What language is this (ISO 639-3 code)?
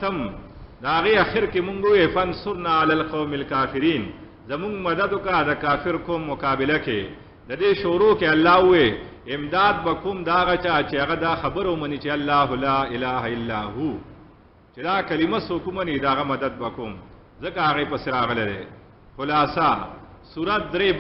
pus